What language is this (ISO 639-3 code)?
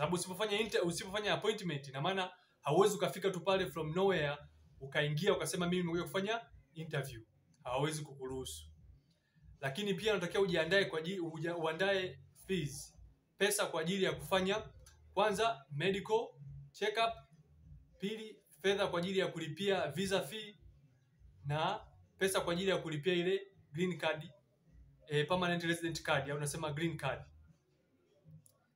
swa